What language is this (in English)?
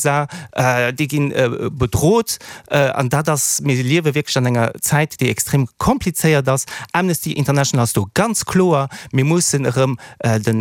Luxembourgish